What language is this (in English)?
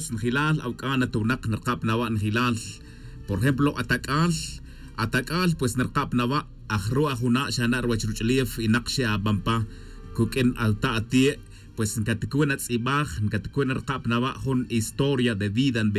Tz'utujil